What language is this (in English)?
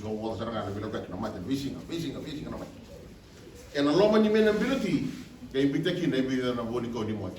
Fijian